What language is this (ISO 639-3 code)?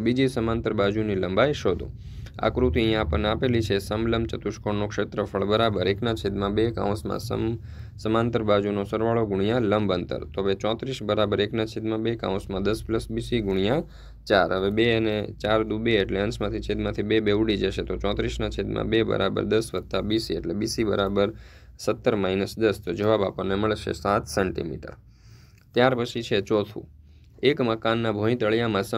guj